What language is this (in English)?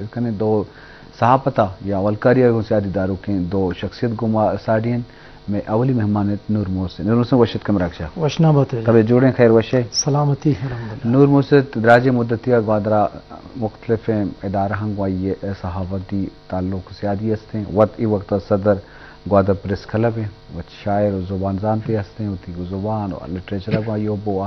Eastern Balochi